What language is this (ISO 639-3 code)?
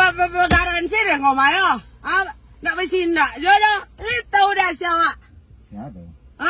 min